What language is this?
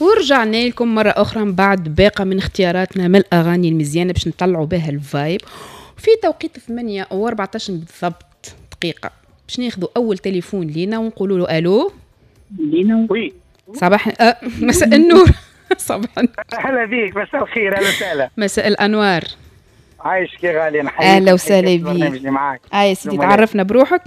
Tunisian Arabic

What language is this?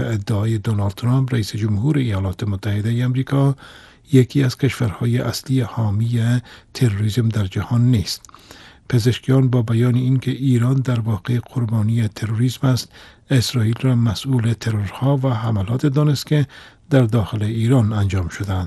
Persian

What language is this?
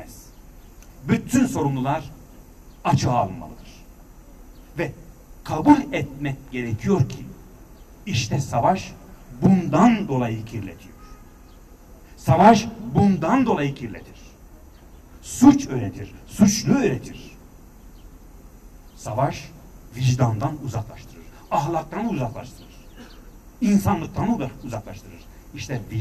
Turkish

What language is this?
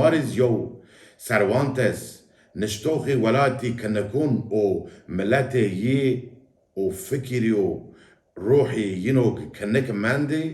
Zaza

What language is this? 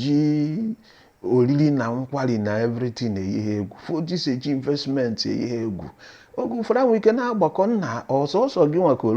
Igbo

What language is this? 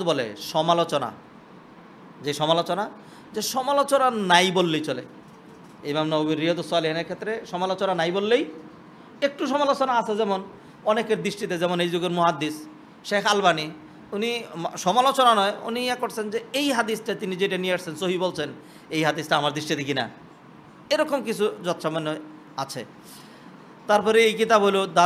Bangla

